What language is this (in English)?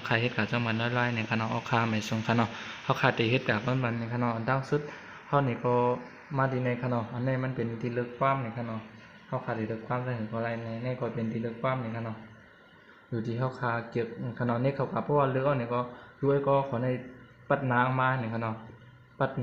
Shan